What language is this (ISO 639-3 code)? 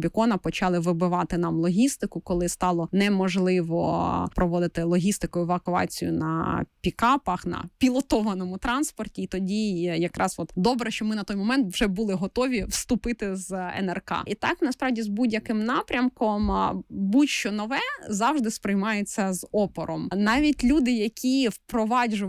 ukr